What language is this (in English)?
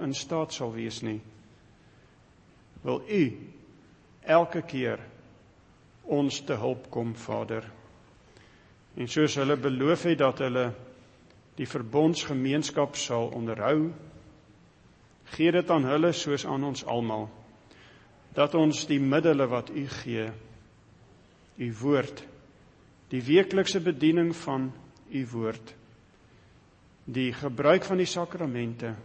Afrikaans